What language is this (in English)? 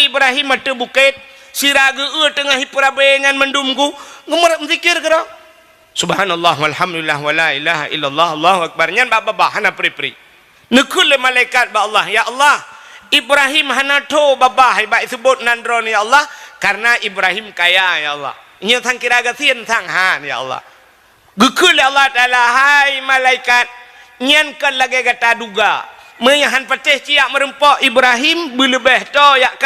Achinese